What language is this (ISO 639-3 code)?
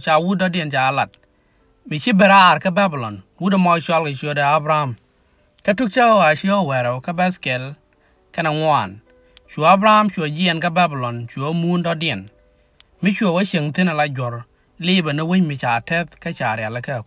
nus